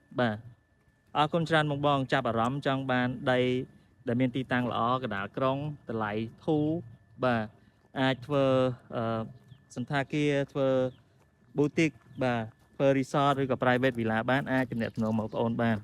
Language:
Khmer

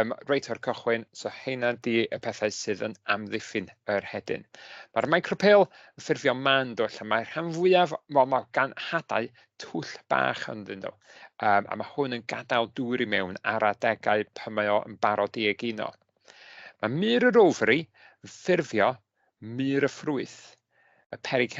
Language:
Welsh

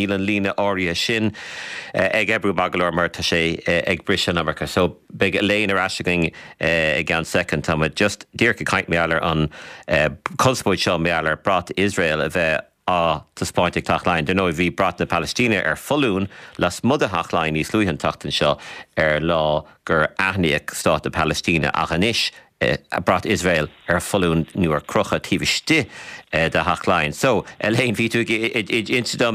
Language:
Irish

